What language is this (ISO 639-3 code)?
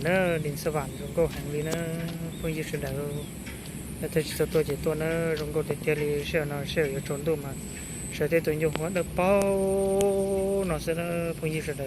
hmn